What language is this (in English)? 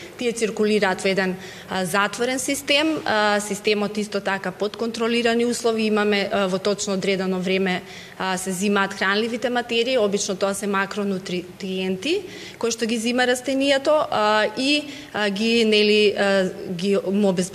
Macedonian